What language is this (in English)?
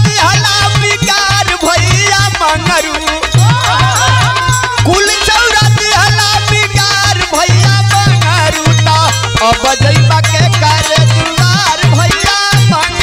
Bhojpuri